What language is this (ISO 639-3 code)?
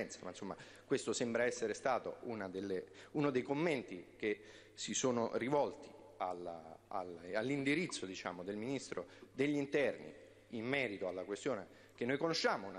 ita